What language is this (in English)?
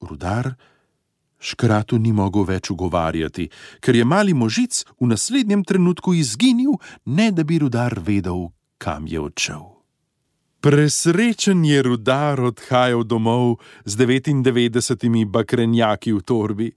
Slovenian